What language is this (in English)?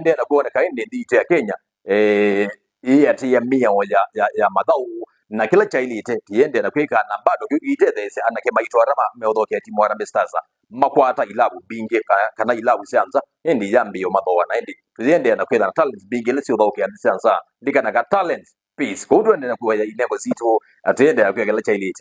Kamba